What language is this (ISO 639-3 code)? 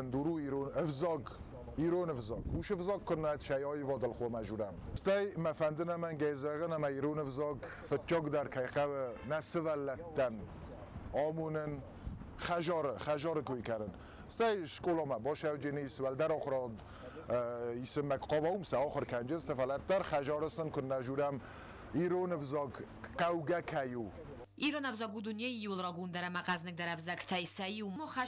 oss